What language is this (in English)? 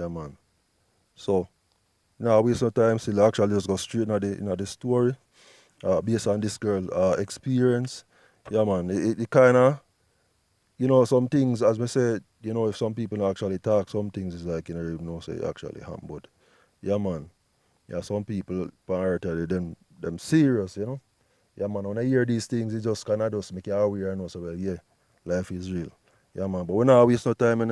Jamaican Creole English